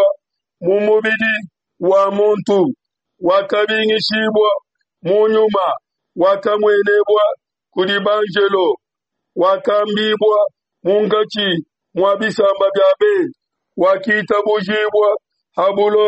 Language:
Luba-Lulua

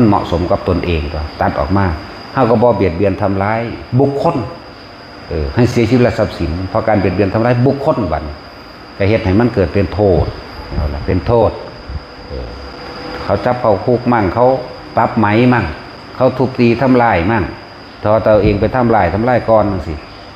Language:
Northeastern Thai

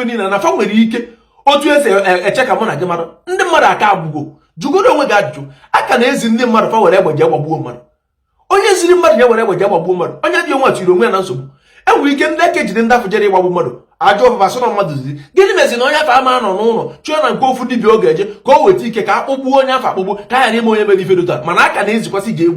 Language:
Igbo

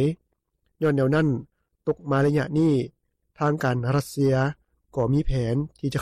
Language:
Lao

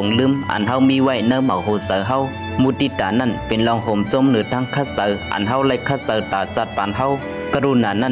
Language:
Shan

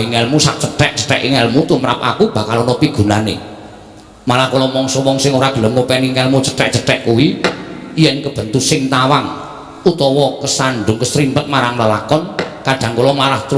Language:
Javanese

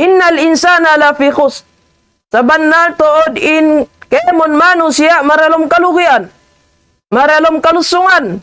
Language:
Tausug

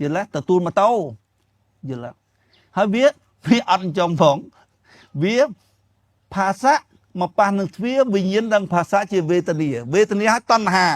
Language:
Khmer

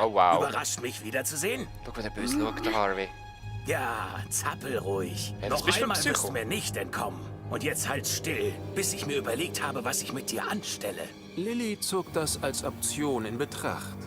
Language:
Swiss German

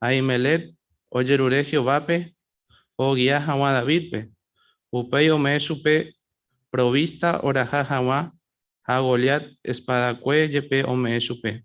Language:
Guarani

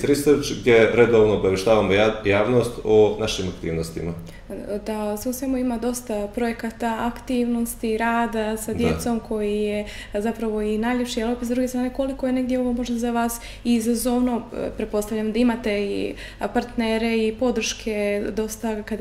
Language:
Bosnian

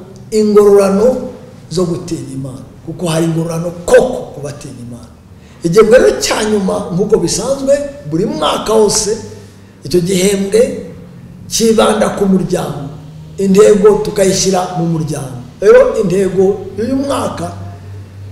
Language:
Kinyarwanda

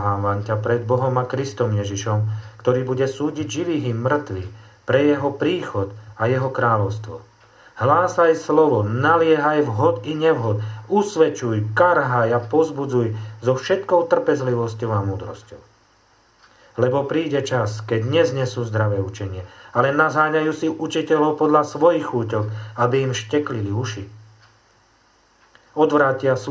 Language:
Slovak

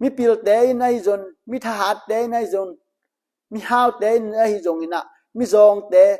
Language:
Tedim Chin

